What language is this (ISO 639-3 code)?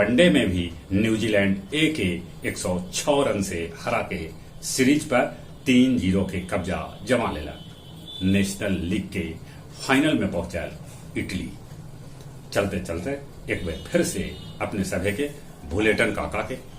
mag